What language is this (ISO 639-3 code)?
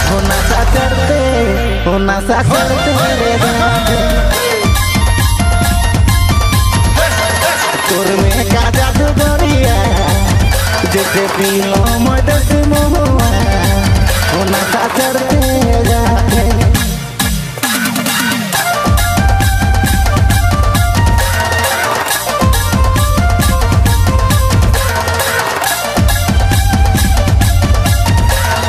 sck